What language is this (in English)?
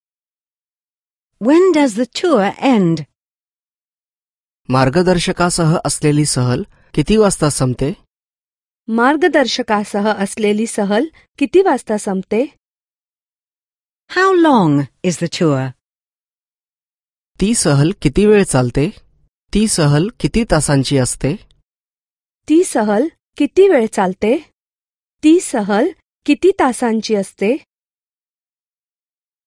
Marathi